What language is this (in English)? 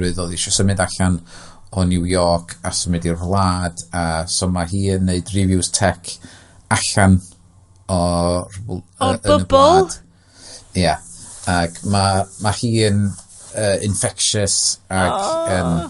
Welsh